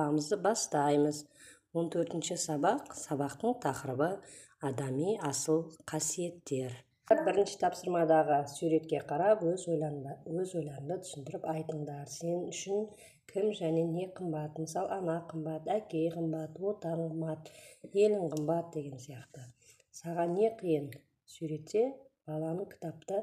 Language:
Kazakh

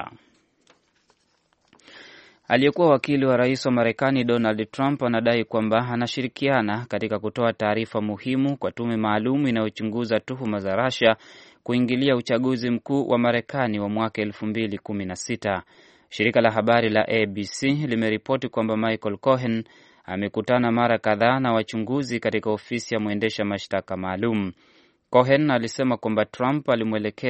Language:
Swahili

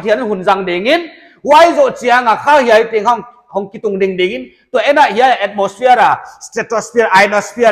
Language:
Paite Chin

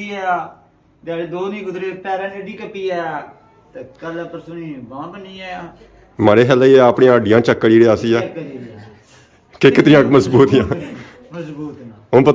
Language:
Pahari-Potwari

